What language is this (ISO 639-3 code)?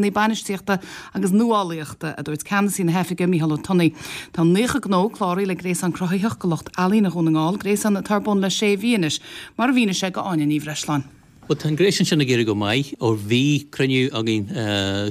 gle